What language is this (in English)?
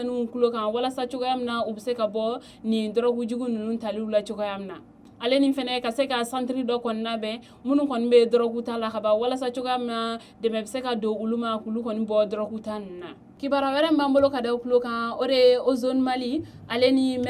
Bambara